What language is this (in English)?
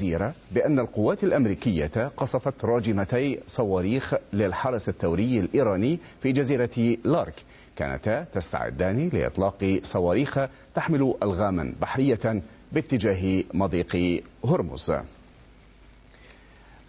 Arabic